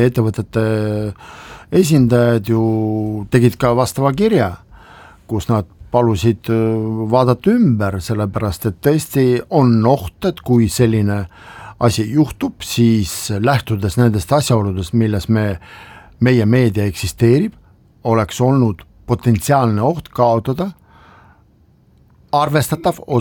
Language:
Estonian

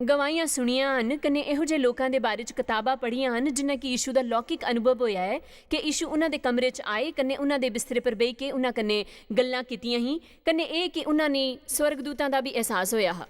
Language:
Dogri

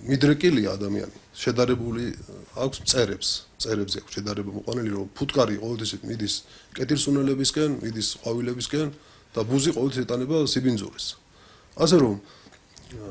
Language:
Georgian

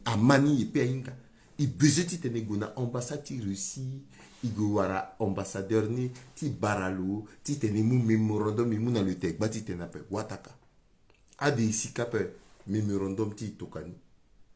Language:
Sango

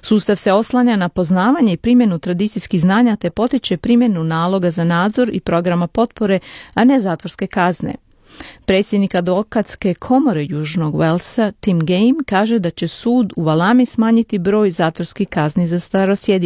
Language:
Croatian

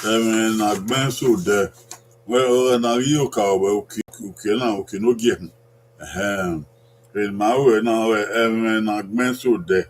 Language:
Bini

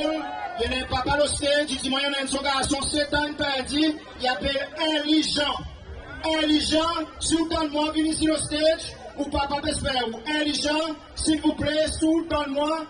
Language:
Seselwa Creole French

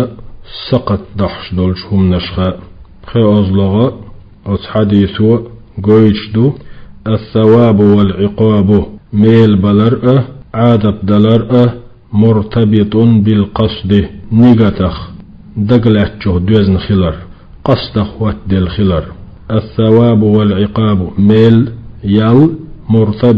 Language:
Chechen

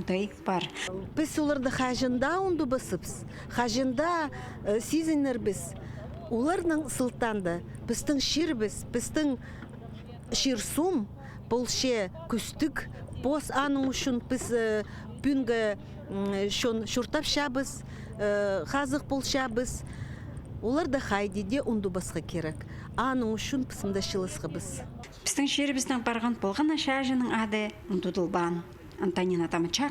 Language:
Khakas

